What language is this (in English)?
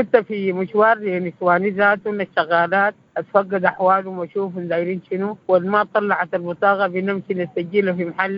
Sudanese Arabic